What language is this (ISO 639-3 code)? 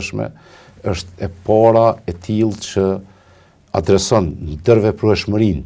sqi